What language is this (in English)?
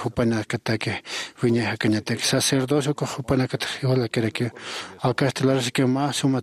Aymara